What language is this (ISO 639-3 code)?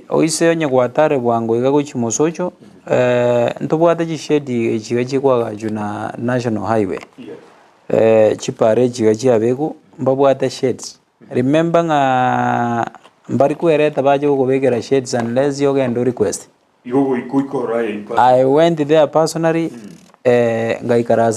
guz